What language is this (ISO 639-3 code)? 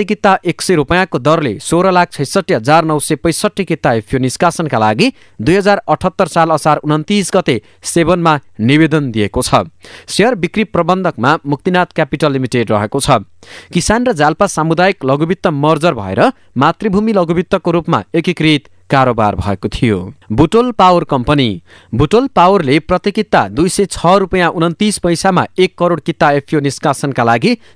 nep